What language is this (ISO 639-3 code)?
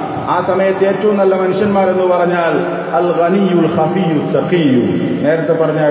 mal